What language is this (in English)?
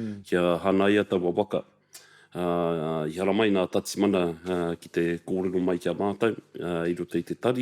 Māori